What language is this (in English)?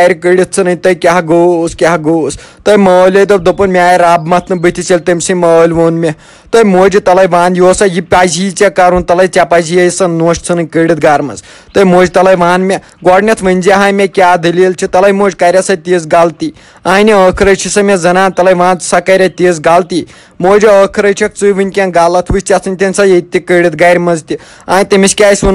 Kashmiri